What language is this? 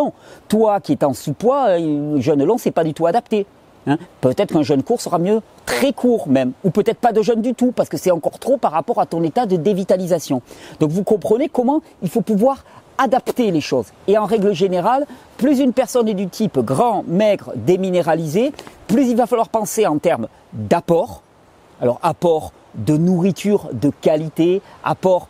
French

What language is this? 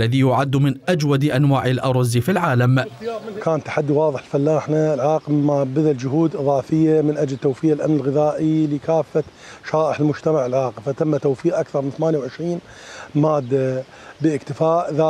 Mesopotamian Arabic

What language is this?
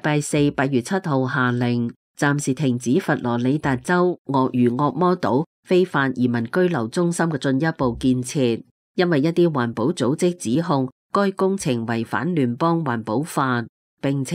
Cantonese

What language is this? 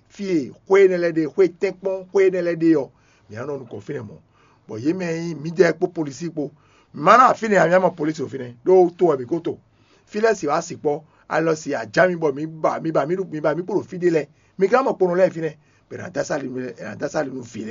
Fon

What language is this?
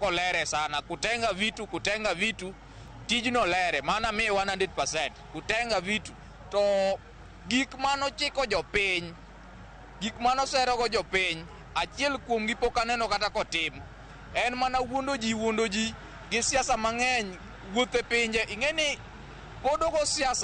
Luo (Kenya and Tanzania)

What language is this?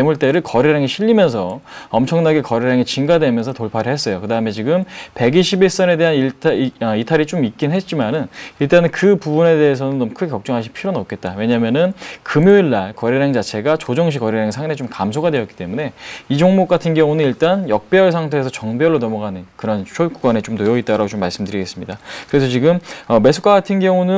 Korean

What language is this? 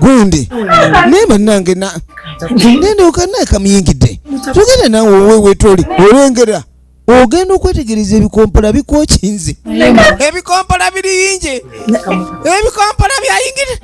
Ganda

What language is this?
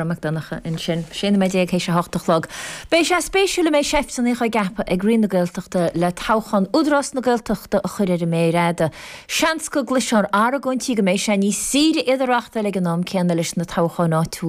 Irish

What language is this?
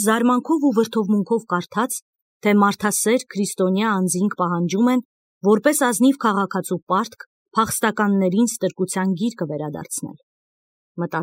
Armenian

